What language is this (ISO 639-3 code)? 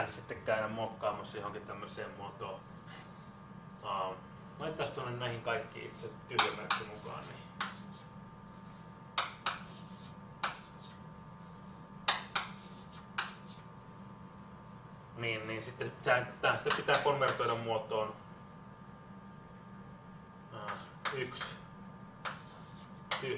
fin